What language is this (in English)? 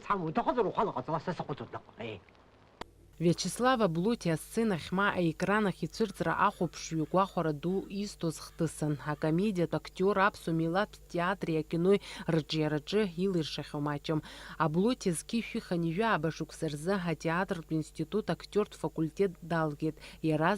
Abkhazian